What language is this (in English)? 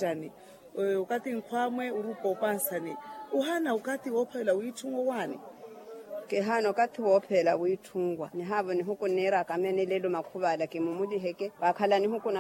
Makhuwa